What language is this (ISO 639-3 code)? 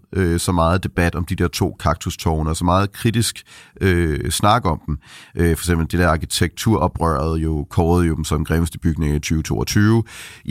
dan